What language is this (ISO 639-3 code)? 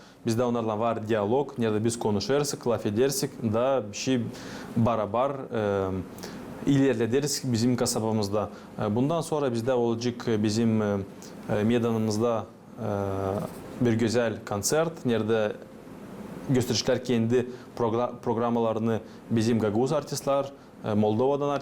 gag